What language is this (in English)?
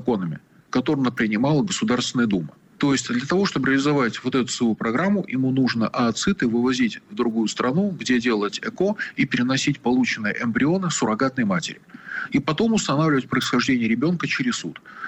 Russian